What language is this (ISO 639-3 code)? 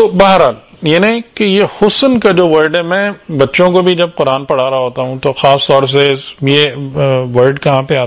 urd